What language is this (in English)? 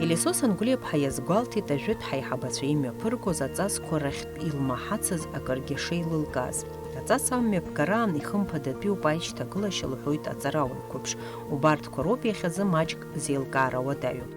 Abkhazian